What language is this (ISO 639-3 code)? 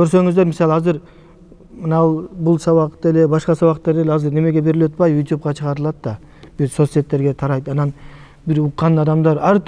kir